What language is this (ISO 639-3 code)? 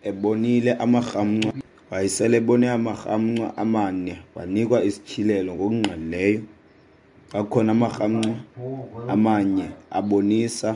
xho